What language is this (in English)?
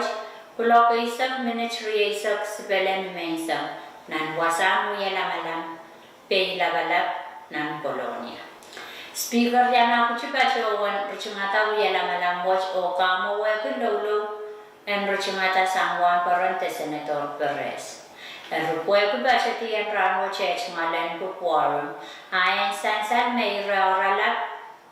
Pohnpeian